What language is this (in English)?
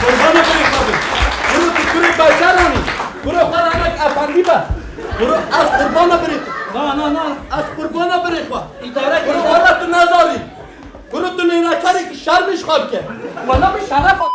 Kurdish